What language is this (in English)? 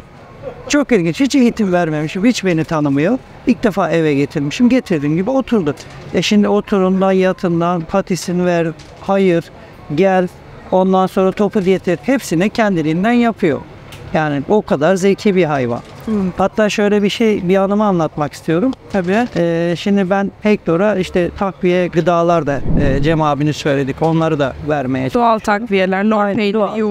Turkish